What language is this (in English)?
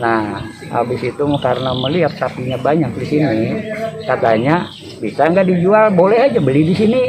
Banjar